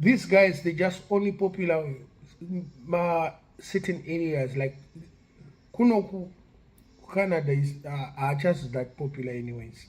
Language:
Shona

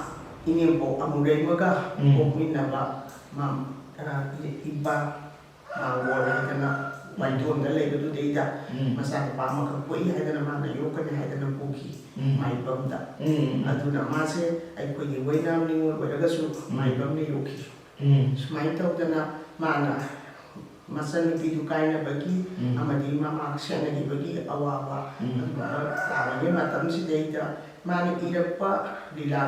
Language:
Manipuri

